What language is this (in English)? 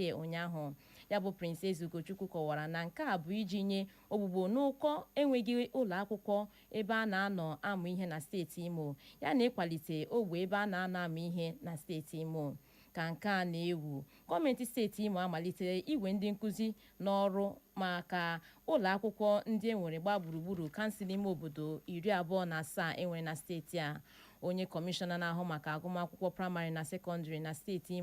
Igbo